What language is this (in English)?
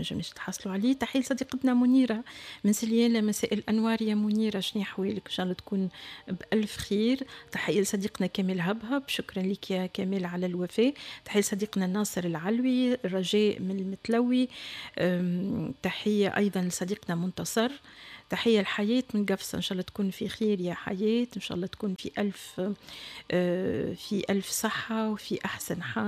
Tunisian Arabic